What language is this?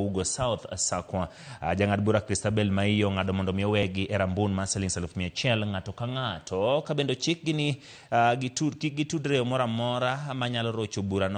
Luo (Kenya and Tanzania)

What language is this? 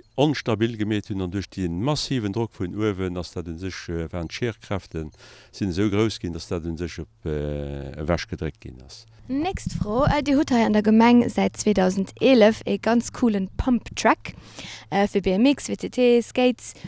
Luxembourgish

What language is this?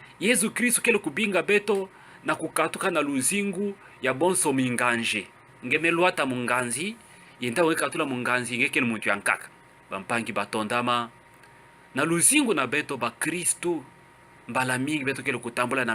Kituba (Democratic Republic of Congo)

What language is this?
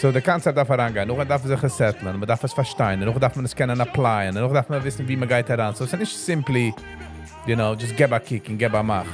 Yiddish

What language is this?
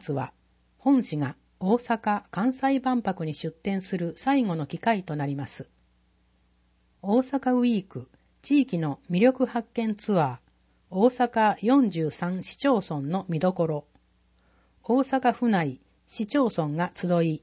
Japanese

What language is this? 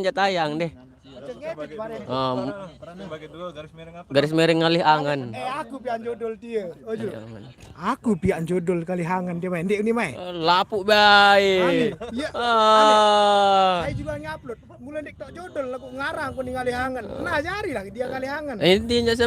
Sasak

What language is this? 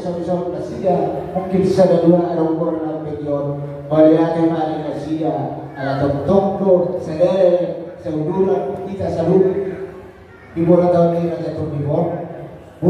Batak Toba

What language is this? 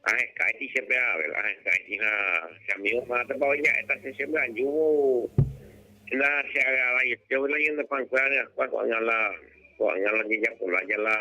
Guarani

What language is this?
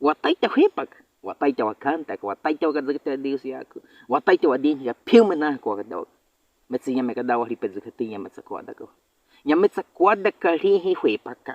Baniwa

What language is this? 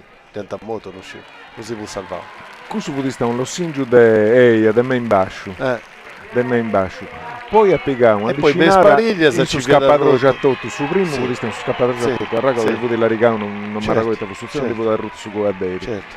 Sardinian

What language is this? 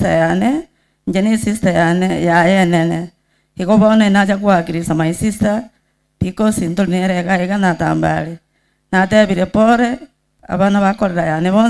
Gusii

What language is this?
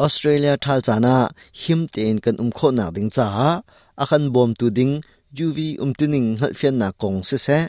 Hakha Chin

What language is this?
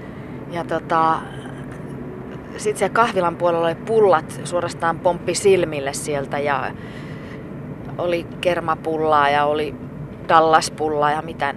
Finnish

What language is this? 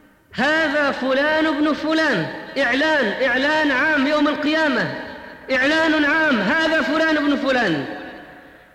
Arabic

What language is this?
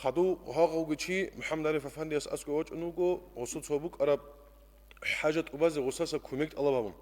Avaric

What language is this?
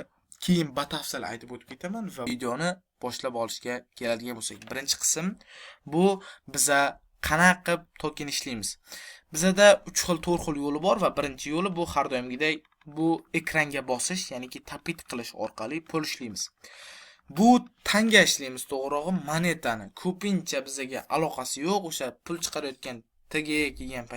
Uzbek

